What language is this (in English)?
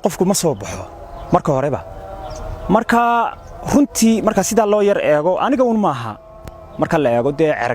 Somali